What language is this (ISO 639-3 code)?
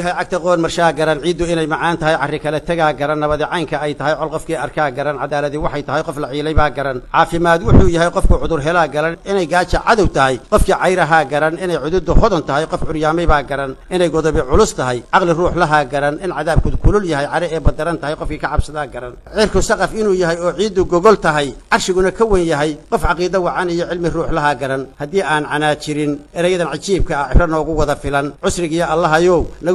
som